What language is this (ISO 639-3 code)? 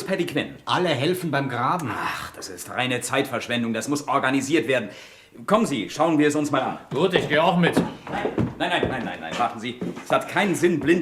gsw